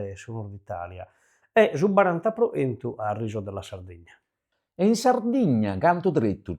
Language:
Sardinian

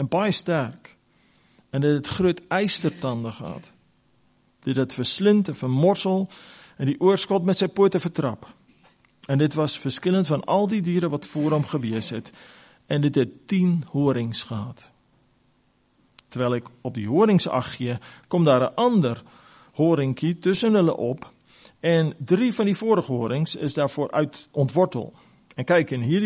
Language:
Afrikaans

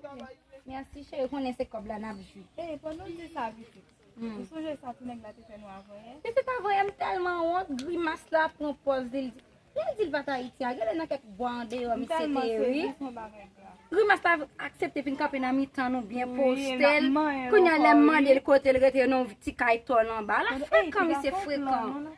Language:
Haitian Creole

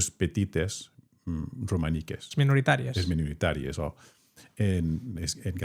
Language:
Occitan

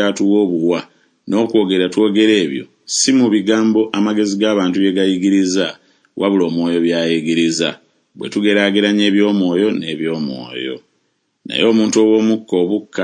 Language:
Ganda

